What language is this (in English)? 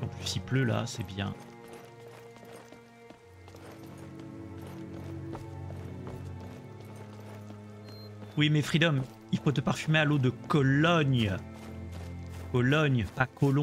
French